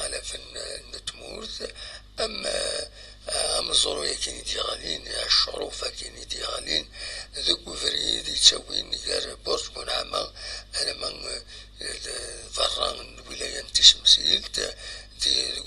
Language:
Kabyle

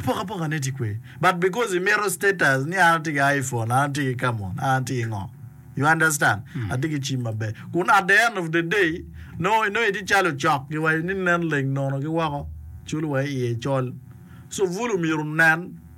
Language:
Acoli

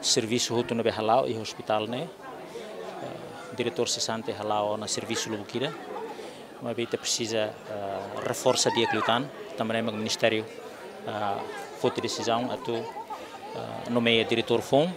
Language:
Tetum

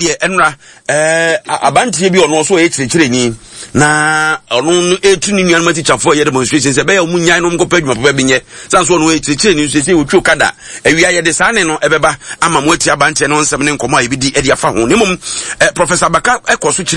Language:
Akan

